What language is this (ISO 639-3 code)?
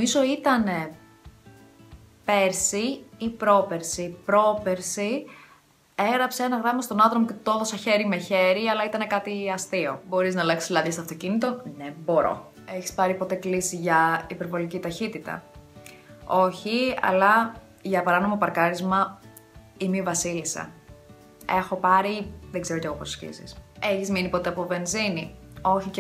ell